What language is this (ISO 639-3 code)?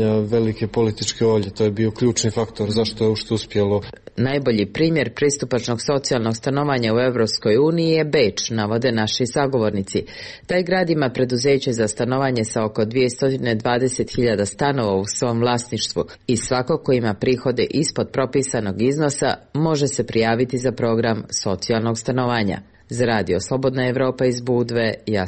srp